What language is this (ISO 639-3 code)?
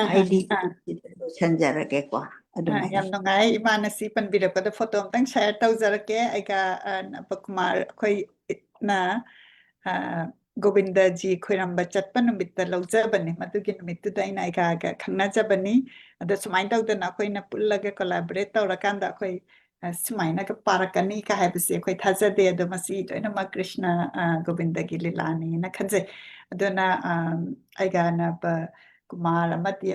mni